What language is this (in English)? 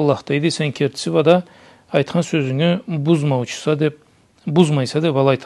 Karachay-Balkar